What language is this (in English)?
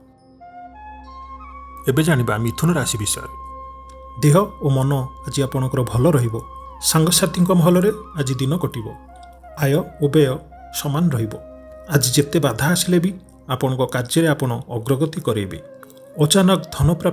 Odia